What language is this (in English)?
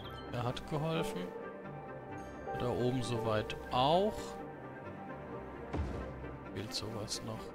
German